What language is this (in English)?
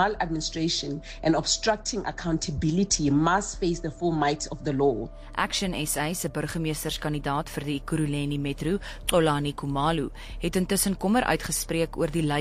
Afrikaans